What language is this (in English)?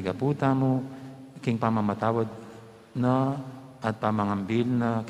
Pampanga